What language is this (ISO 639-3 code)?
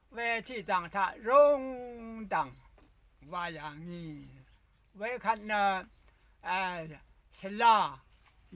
raw